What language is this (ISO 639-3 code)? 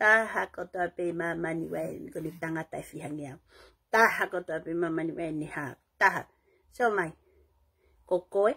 ton